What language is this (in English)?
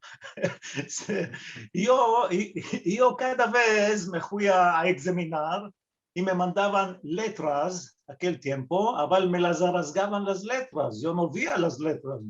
Ladino